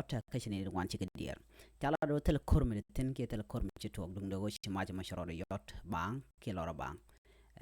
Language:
Nuer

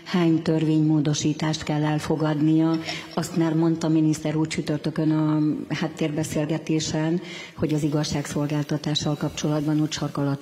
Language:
Hungarian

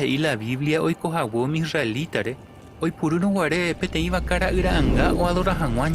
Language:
Guarani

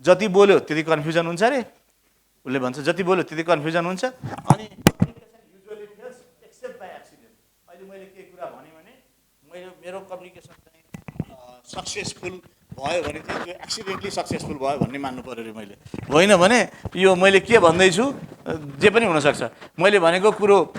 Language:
Nepali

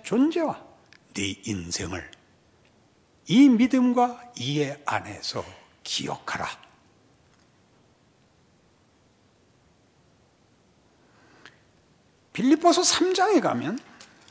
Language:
Korean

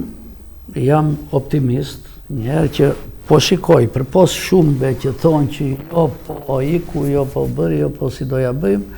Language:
Albanian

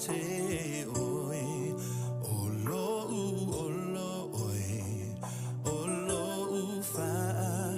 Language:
Samoan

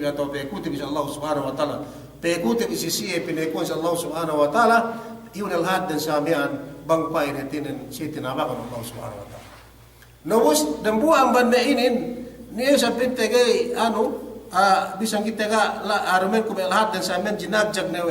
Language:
Yakan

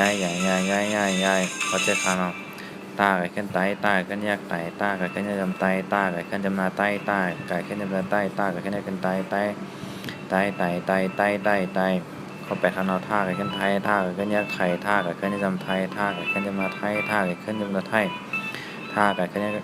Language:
Shan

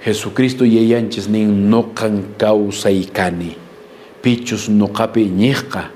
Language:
Quechua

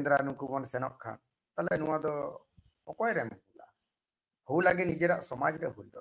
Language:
Santali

